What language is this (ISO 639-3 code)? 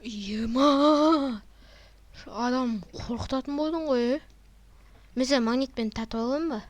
kaz